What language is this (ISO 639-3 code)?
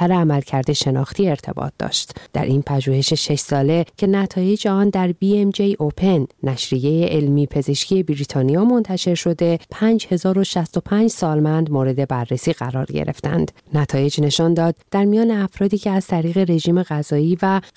fas